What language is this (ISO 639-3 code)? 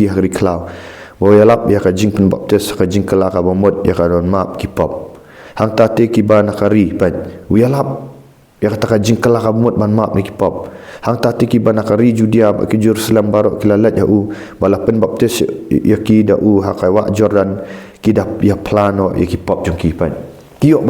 kha